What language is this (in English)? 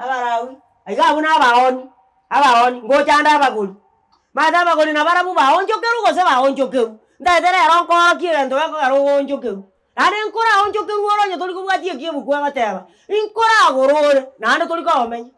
Gusii